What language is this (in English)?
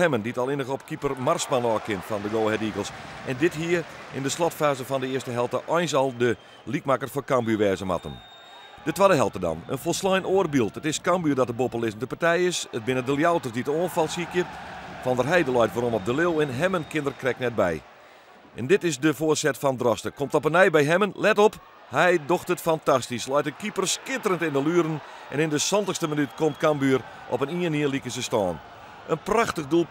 Western Frisian